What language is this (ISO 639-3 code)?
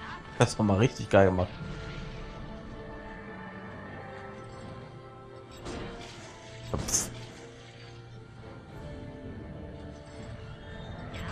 deu